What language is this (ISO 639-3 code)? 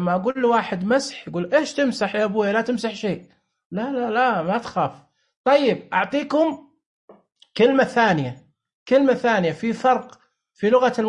ars